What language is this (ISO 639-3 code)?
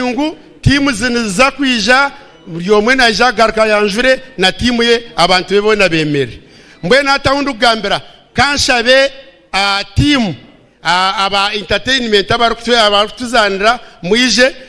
nyn